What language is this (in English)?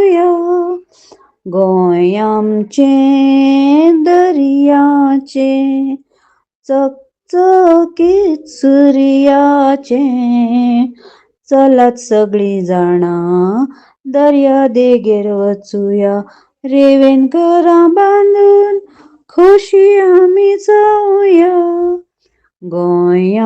Konkani